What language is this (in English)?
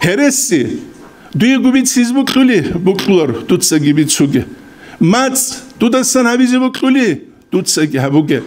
Avaric